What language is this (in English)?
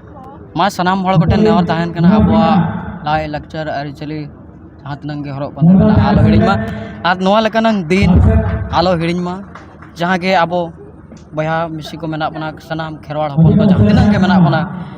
Santali